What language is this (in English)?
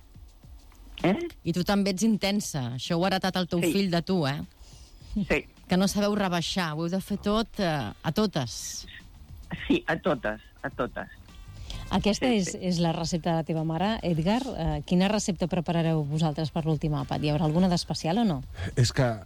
Catalan